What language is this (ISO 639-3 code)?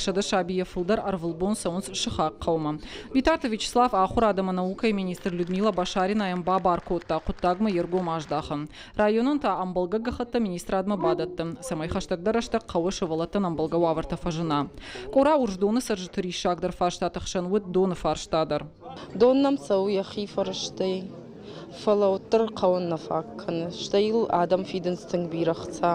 oss